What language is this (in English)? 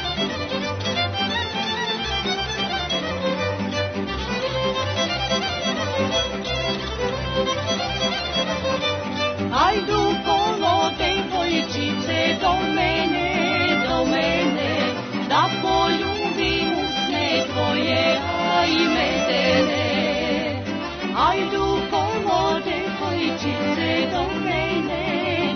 Serbian